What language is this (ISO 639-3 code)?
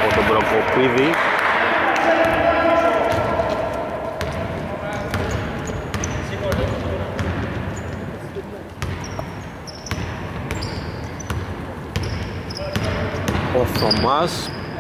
ell